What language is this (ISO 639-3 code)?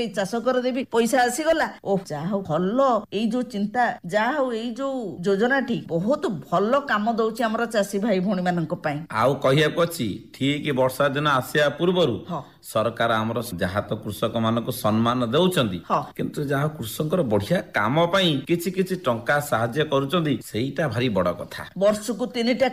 ori